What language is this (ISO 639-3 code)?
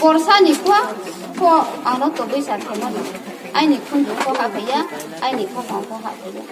ria